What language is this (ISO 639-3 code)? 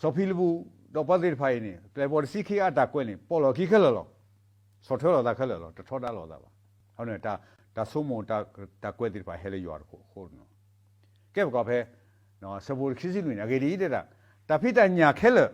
ksw